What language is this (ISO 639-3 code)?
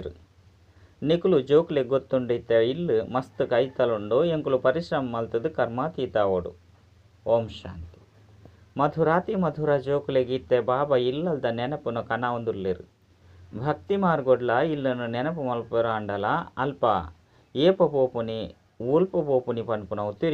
tcy